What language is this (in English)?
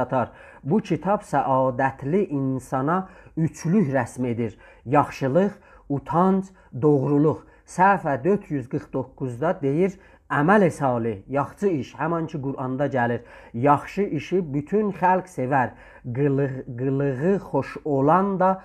South Azerbaijani